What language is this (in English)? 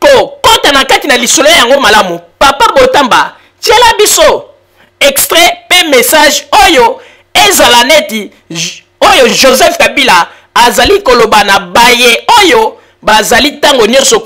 Lingala